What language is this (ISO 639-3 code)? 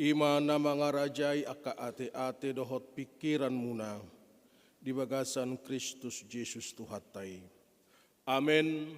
bbc